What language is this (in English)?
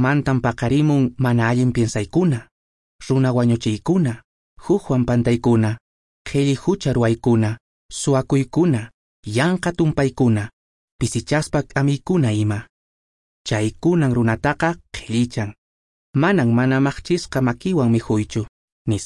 Quechua